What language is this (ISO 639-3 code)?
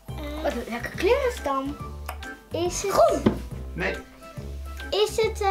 nld